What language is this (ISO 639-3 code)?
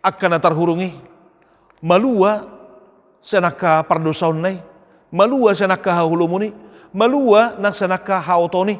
bbc